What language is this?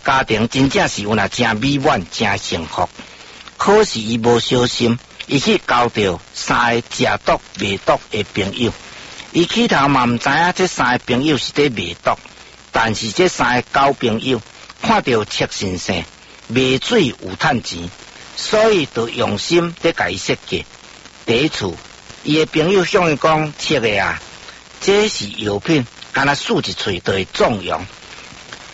Min Nan Chinese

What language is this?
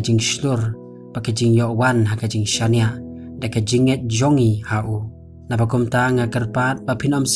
Khasi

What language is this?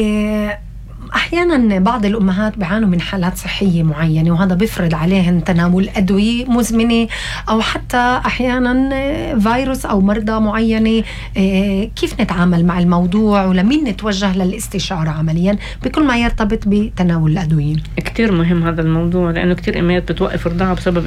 North Levantine Arabic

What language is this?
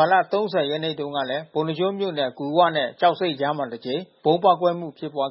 Burmese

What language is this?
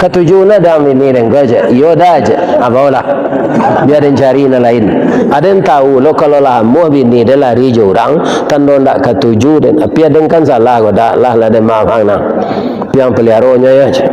Minangkabau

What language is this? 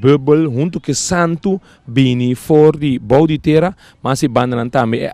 Papiamento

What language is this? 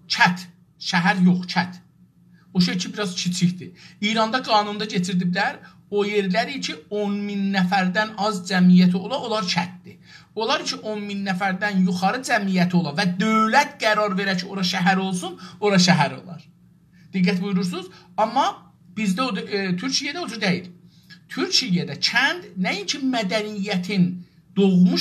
South Azerbaijani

